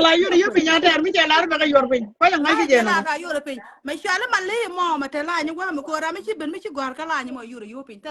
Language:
Nuer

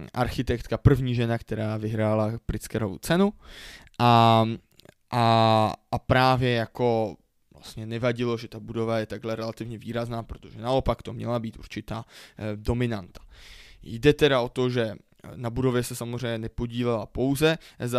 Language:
Czech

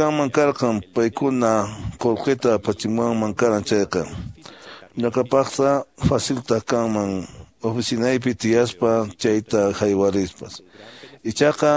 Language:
Quechua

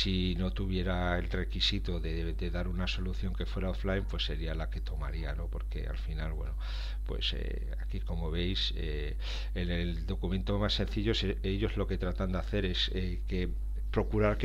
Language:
Spanish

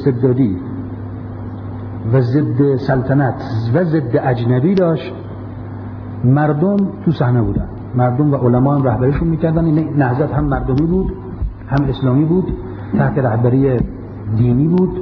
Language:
Persian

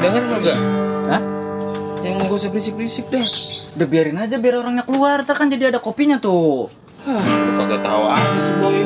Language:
Betawi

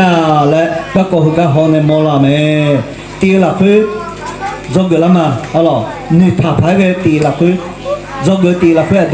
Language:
Akha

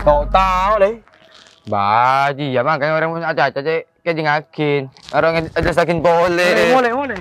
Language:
Madurese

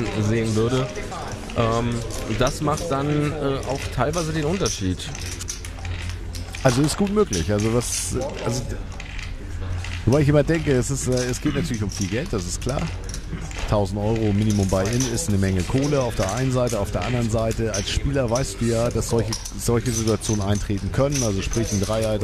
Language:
German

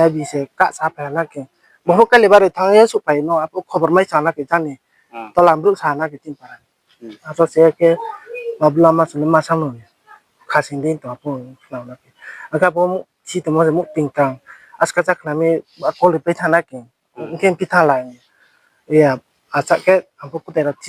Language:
Riang (India)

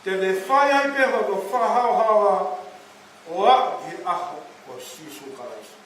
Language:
Tongan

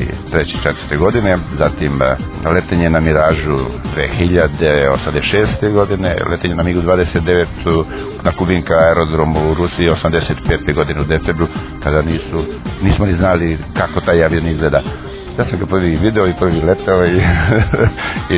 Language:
Serbian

